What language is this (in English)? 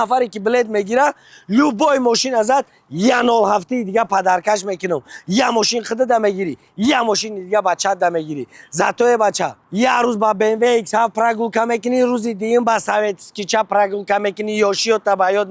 Tajik